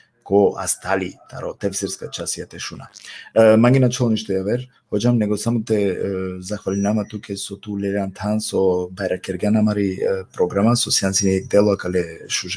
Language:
Balkan Romani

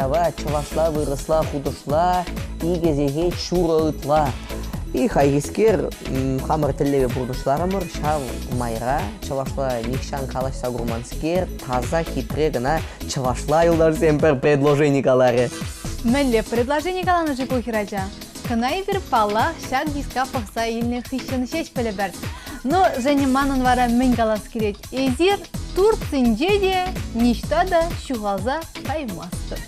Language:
Chuvash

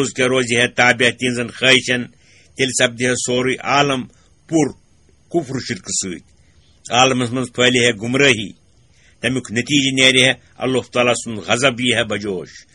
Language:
Kashmiri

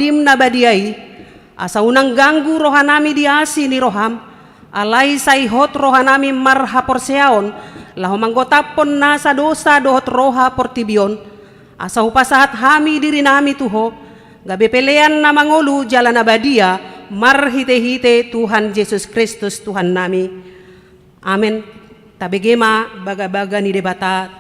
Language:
Batak Toba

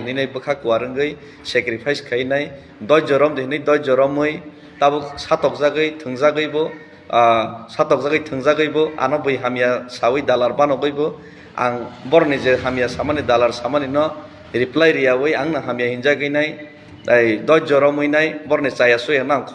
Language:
Kok Borok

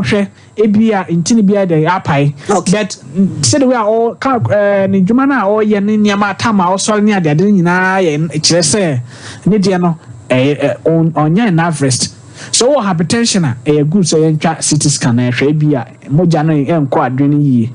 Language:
Akan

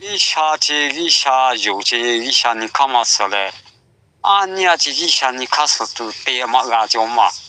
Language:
Lahu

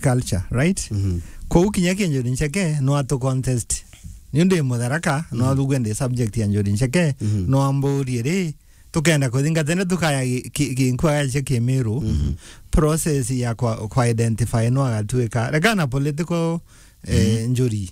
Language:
Meru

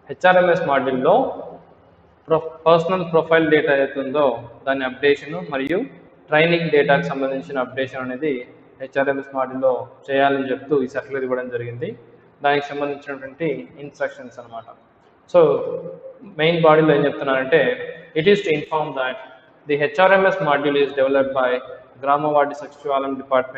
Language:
Telugu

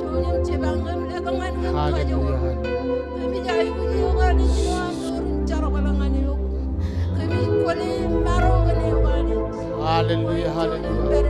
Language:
Marshallese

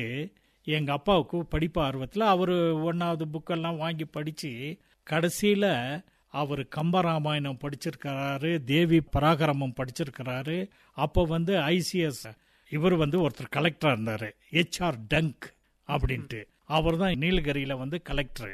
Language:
Tamil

